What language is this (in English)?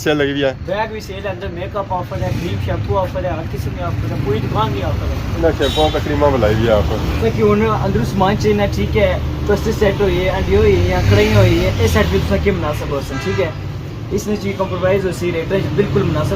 Pahari-Potwari